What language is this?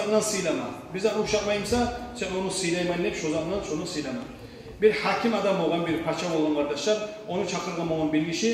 Kumyk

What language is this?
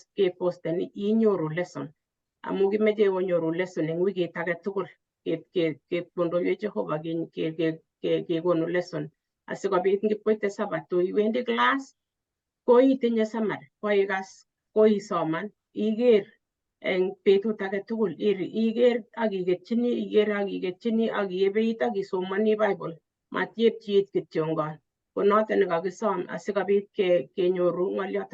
Kalenjin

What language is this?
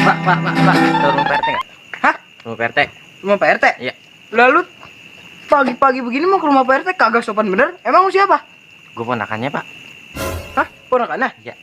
Betawi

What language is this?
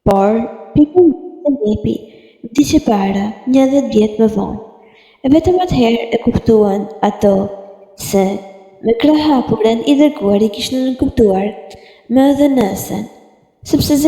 Albanian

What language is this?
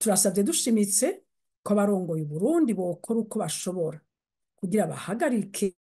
Rundi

